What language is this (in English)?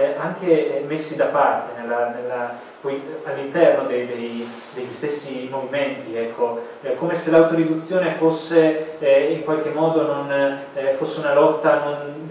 Italian